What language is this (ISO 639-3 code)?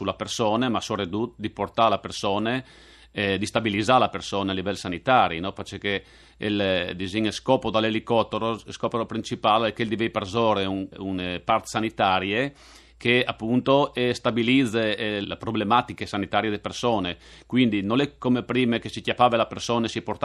fur